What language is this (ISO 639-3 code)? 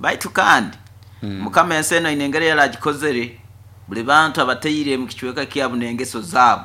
nyo